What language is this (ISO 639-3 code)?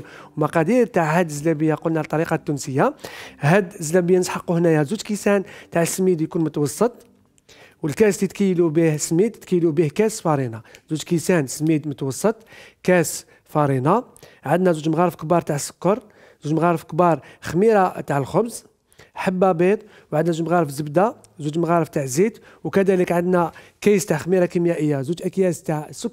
arq